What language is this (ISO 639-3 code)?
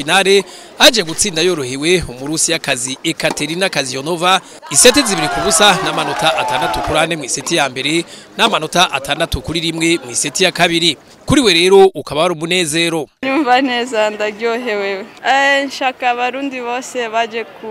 run